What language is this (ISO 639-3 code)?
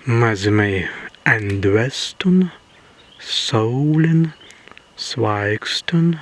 prg